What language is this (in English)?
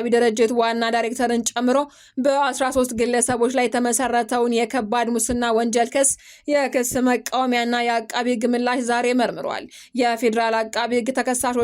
Amharic